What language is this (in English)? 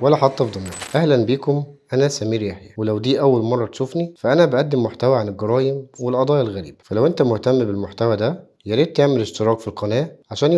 Egyptian Arabic